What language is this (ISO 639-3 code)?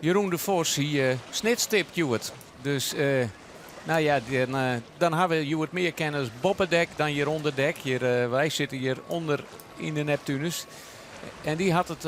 fry